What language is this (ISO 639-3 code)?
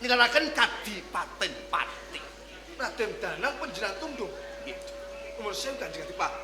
jav